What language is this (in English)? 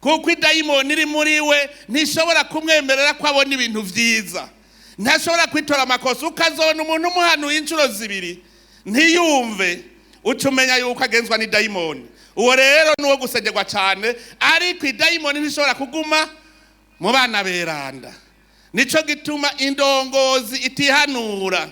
Rundi